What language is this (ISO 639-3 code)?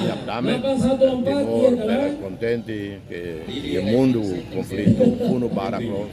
tet